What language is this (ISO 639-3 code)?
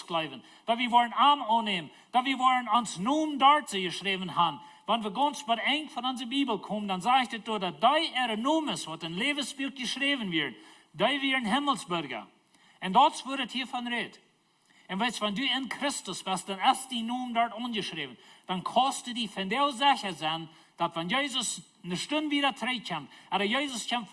pdt